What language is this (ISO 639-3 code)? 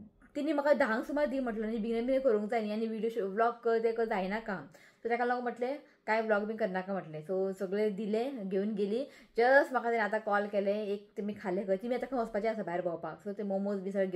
kok